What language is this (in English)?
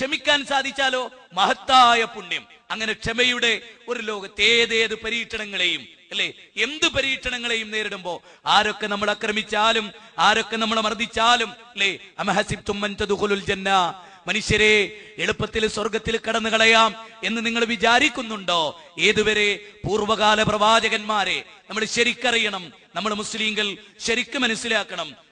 Malayalam